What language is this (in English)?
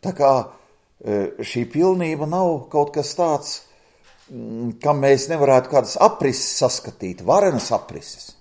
Latvian